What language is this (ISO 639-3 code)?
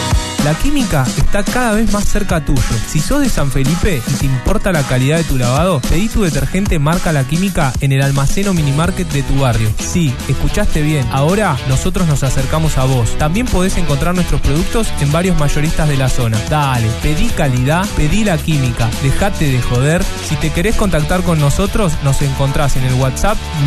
spa